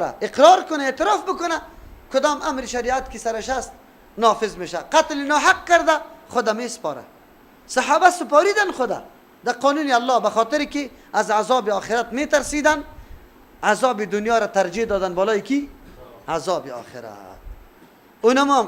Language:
Persian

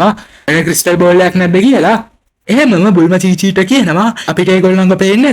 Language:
Sinhala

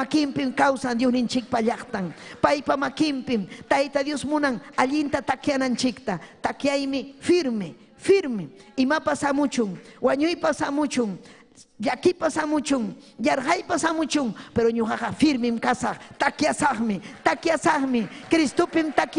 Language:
Ayacucho Quechua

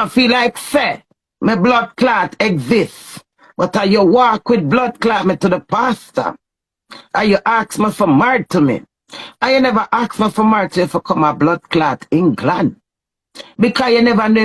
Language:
Jamaican Creole English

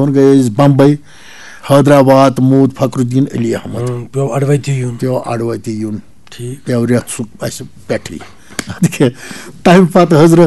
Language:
Kashmiri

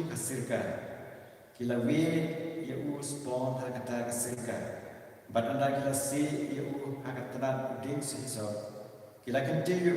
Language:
Khasi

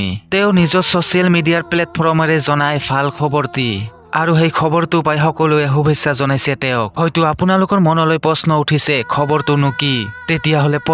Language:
Assamese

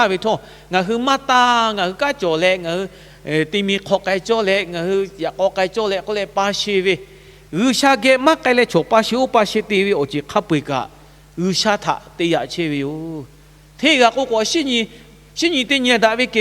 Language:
Lahu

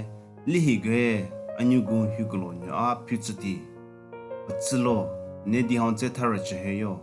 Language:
Southern Rengma Naga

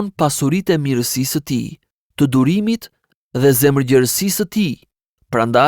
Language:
Albanian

